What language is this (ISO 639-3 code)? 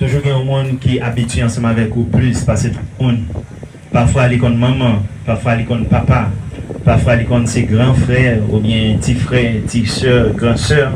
hat